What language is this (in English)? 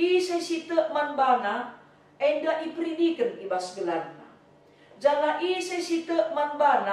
Batak Karo